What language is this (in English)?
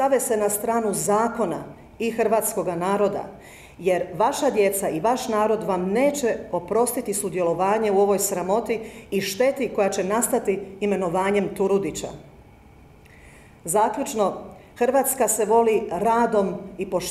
Croatian